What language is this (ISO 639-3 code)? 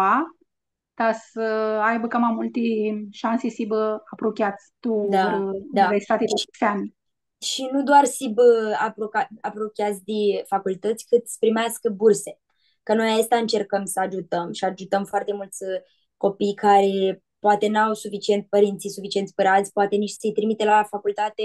rup